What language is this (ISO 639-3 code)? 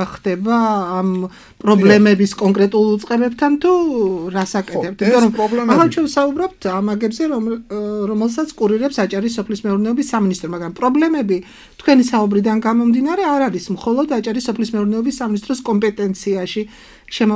kat